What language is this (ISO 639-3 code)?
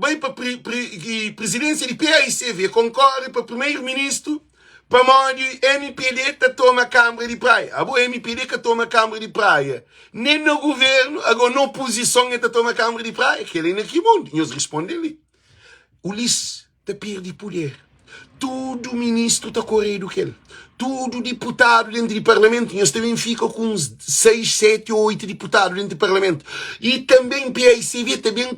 kea